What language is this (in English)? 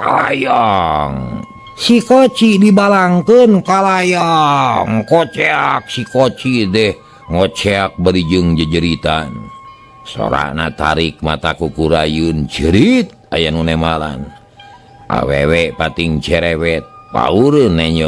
Sundanese